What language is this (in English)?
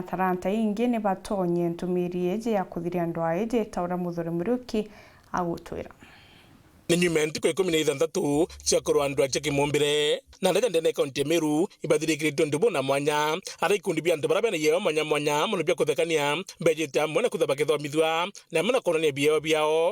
Meru